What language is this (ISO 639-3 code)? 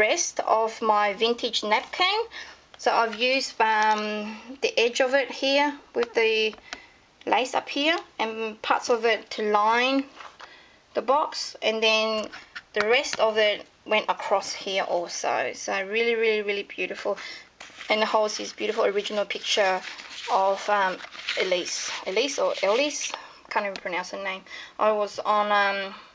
eng